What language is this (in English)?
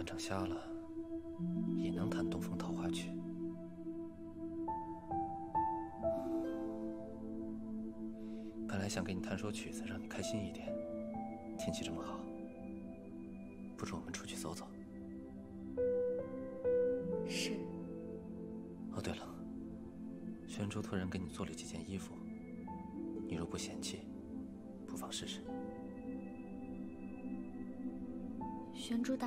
Chinese